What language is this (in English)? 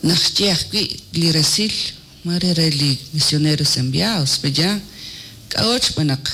Kekchí